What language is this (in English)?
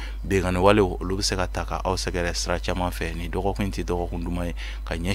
Bambara